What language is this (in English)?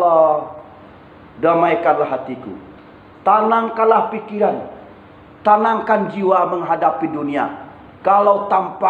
Minangkabau